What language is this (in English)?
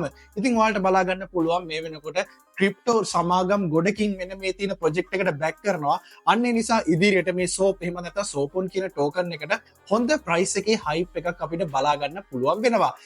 Sinhala